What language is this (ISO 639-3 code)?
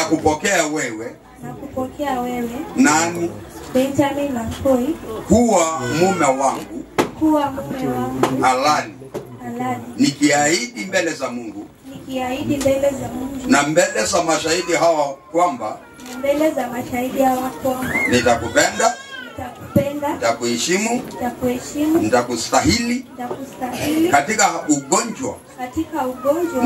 swa